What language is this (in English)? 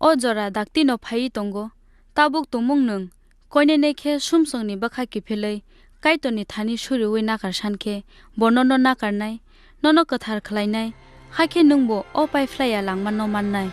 Kok Borok